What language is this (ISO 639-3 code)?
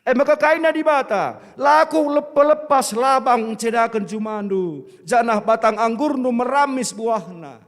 btx